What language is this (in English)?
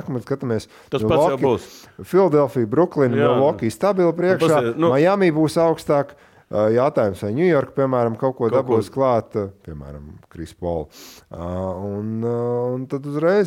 Latvian